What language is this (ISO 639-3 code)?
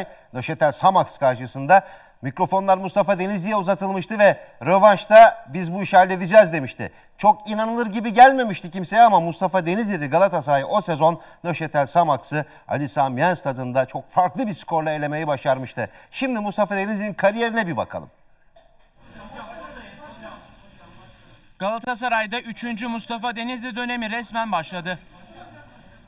tur